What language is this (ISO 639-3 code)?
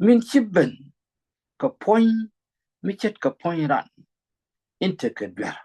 nus